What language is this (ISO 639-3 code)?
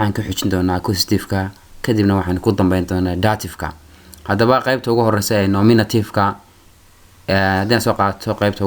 som